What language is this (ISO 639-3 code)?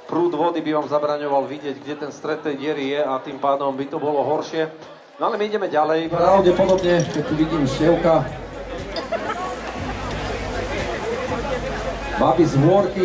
slk